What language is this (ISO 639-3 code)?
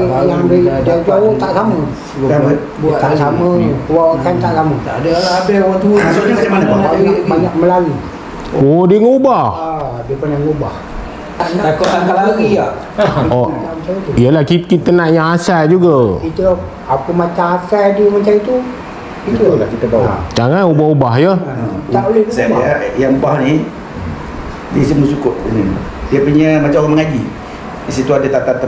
msa